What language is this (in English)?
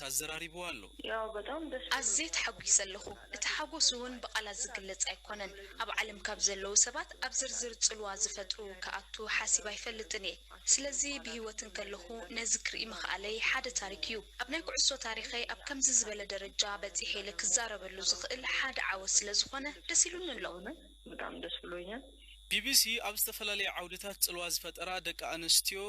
Tigrinya